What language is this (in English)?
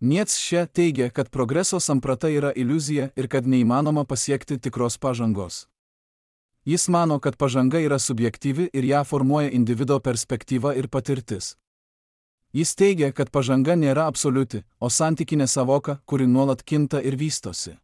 Lithuanian